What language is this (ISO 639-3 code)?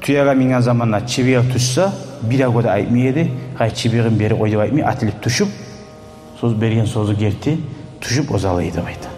kum